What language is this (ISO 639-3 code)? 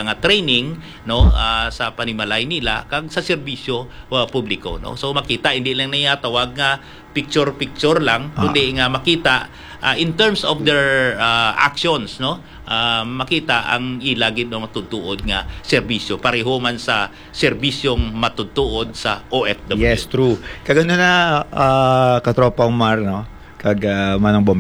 hil